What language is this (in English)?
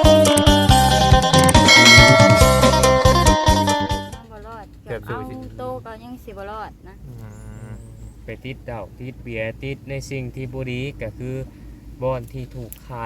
Northeastern Thai